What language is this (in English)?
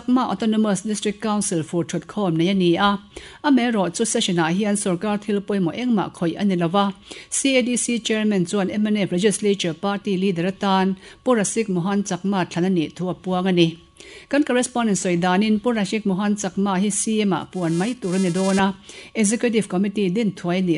Mizo